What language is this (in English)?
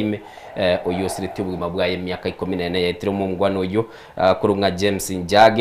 Gusii